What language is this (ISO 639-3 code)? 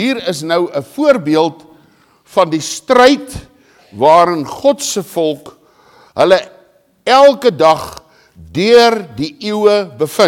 afr